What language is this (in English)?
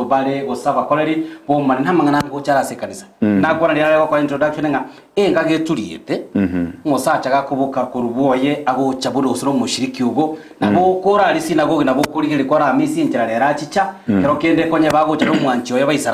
Gusii